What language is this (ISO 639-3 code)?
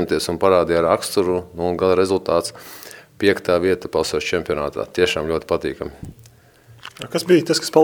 lav